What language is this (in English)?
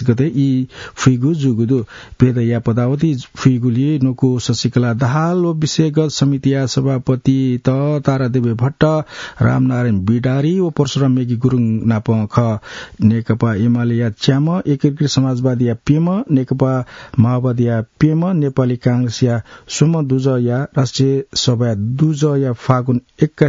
Newari